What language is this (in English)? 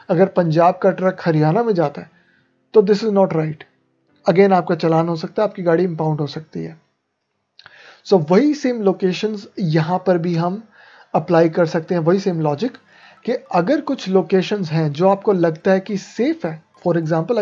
Hindi